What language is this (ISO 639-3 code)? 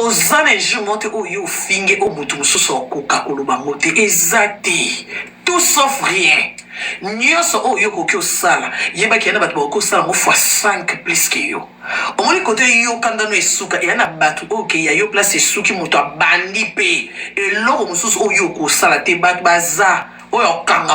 lin